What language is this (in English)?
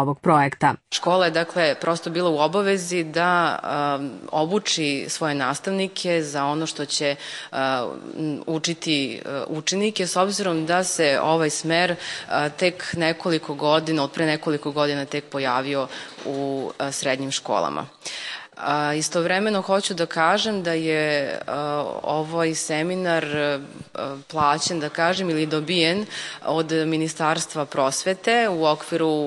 Serbian